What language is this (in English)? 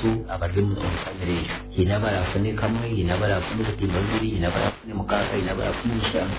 Nyankole